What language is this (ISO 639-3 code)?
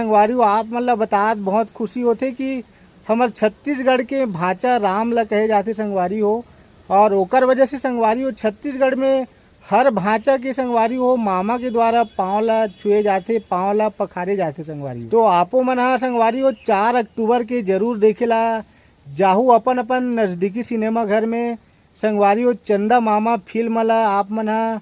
hne